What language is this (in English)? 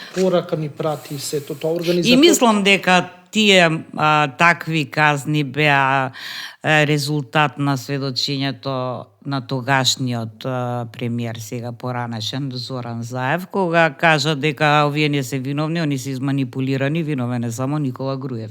Macedonian